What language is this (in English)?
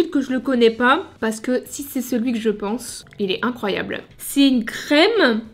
French